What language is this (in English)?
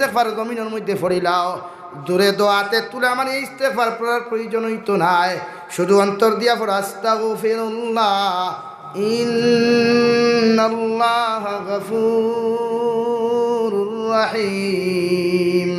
Sylheti